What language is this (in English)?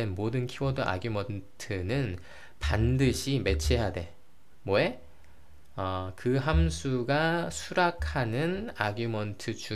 Korean